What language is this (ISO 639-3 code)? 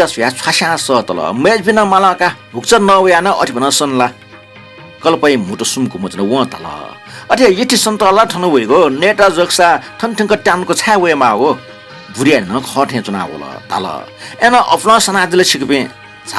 new